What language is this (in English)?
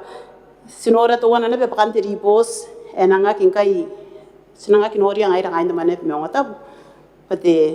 Gilbertese